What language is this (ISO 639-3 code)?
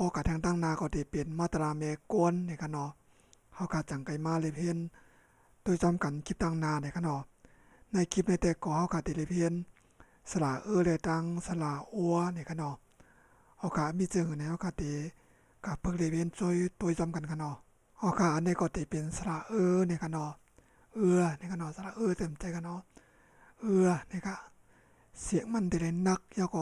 shn